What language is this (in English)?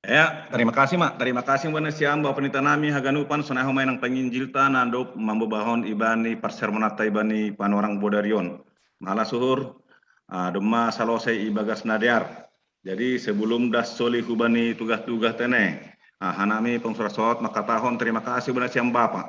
Batak Simalungun